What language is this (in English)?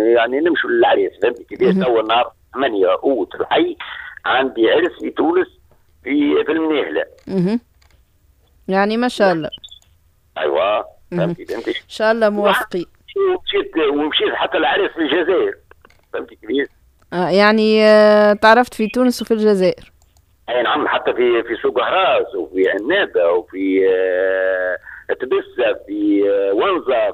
Tunisian Arabic